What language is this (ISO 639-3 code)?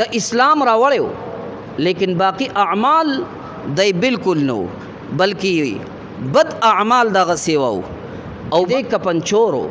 pus